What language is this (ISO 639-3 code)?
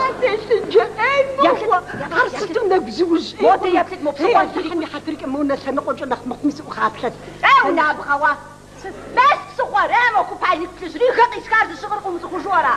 kbd